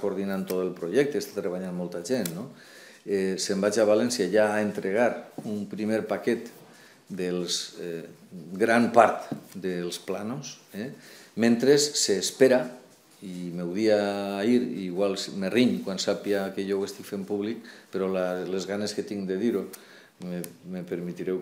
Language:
Catalan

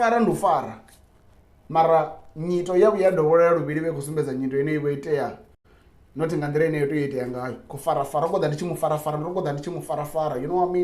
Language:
Venda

